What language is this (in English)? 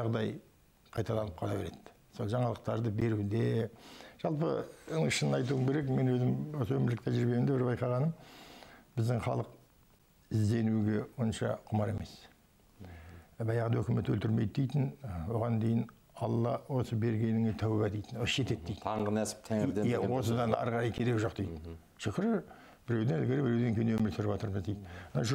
Kazakh